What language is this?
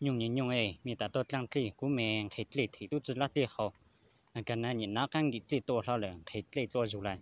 Hmong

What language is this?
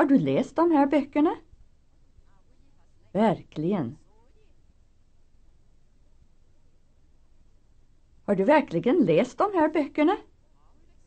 Swedish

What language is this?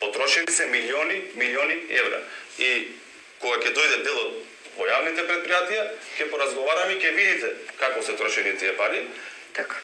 Macedonian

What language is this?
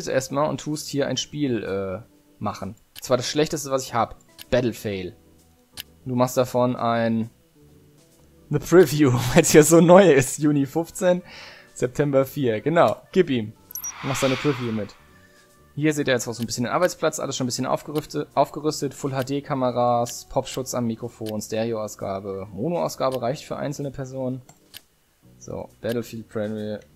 German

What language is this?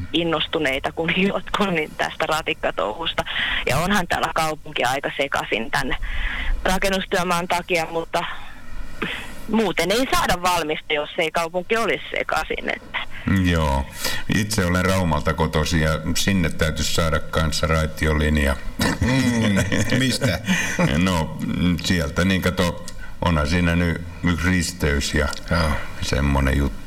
Finnish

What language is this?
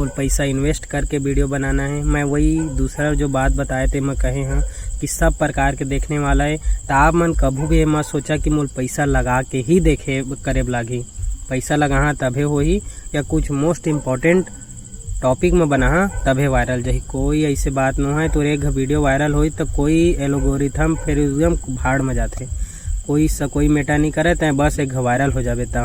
Chhattisgarhi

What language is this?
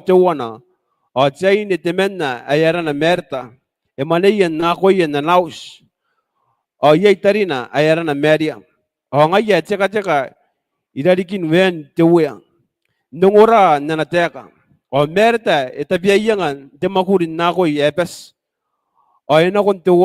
Gilbertese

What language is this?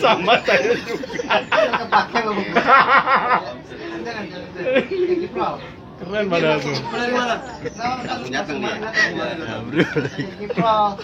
Betawi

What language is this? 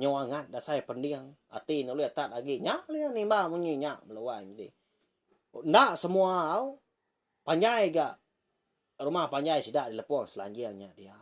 Iban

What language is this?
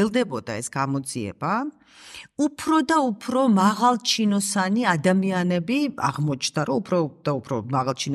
Georgian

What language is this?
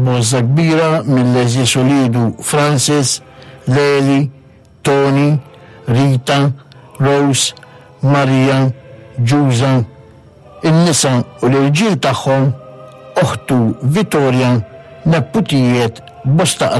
Maltese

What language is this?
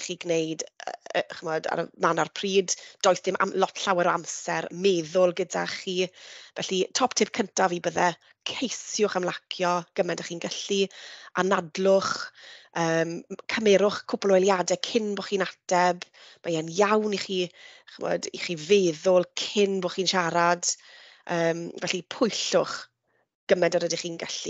Welsh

